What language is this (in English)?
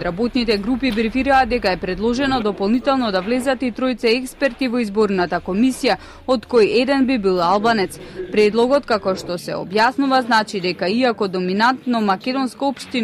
Macedonian